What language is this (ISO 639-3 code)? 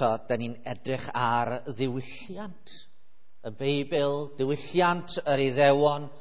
cym